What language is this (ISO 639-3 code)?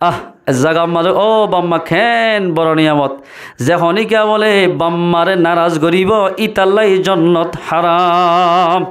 rhg